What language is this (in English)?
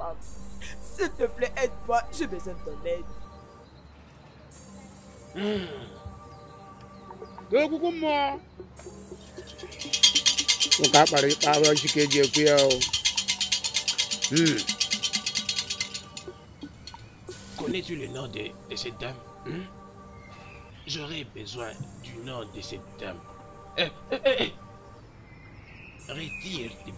French